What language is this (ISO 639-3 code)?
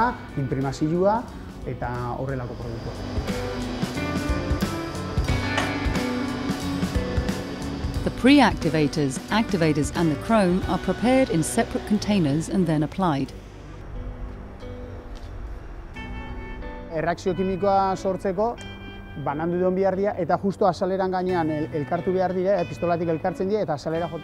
eus